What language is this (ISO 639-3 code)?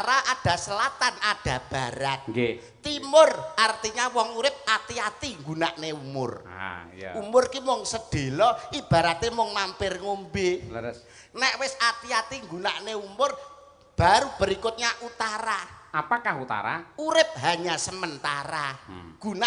jav